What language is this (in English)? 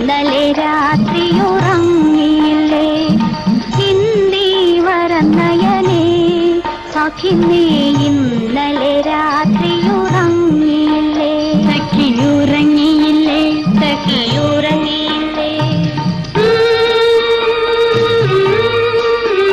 Malayalam